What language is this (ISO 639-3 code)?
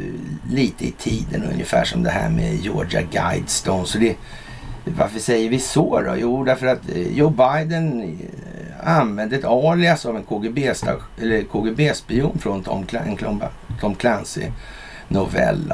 swe